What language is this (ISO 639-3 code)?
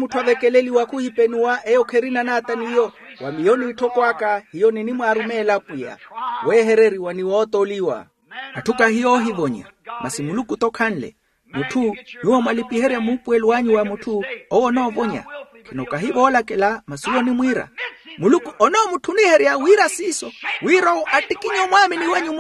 vmw